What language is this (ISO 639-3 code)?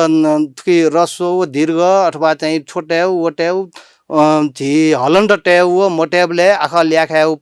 new